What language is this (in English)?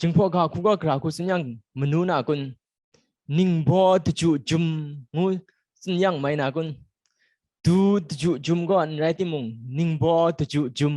Kachin